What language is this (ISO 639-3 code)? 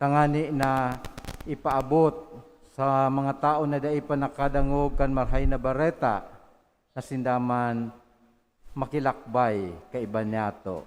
bik